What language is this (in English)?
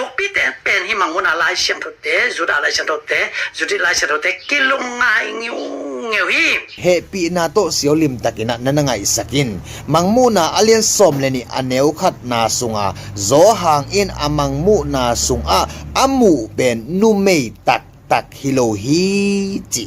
Tedim Chin